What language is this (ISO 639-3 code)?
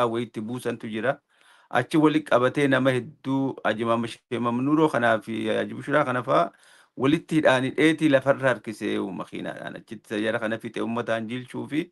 orm